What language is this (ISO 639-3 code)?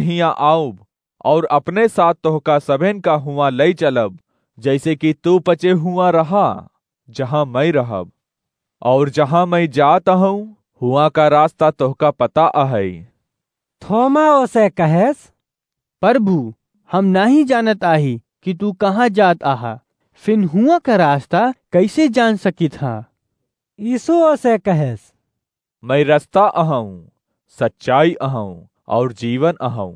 awa